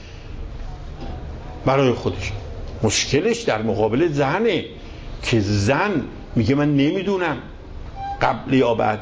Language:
Persian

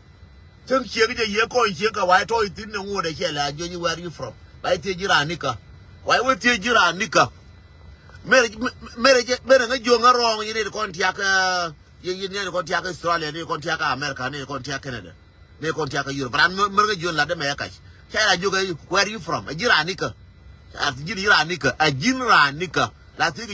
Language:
Nuer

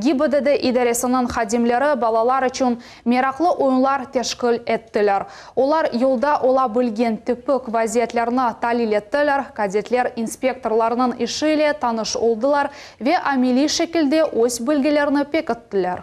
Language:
Crimean Tatar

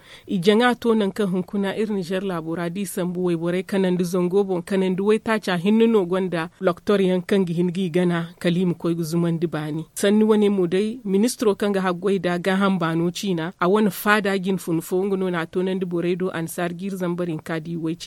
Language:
Zarma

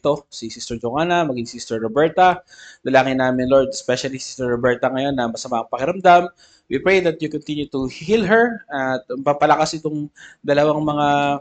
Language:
Filipino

